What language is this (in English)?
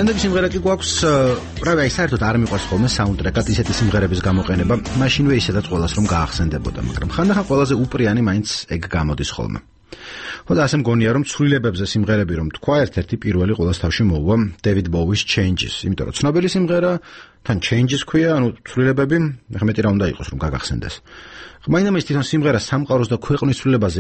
Georgian